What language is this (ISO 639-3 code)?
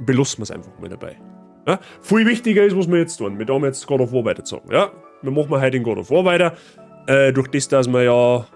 bar